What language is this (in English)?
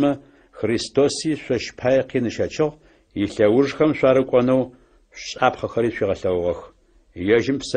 Adyghe